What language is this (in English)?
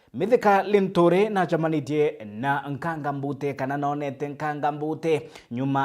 Meru